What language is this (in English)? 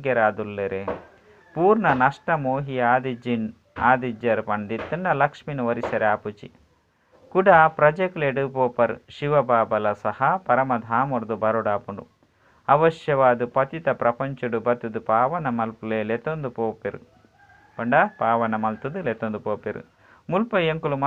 Tulu